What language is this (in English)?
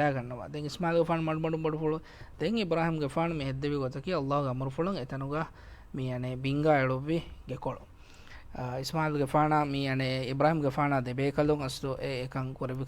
Divehi